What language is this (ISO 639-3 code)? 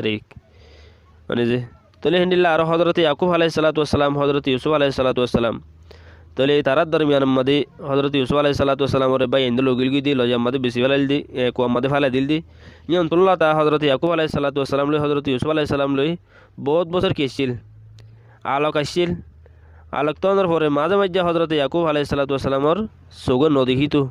rhg